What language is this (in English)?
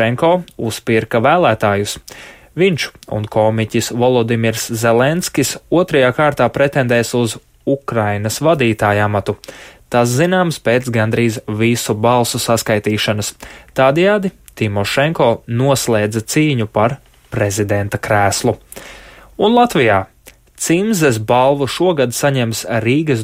Latvian